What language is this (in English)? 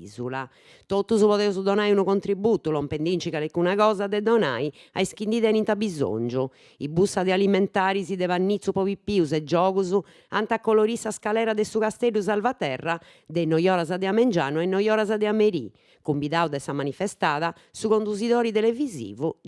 Sardinian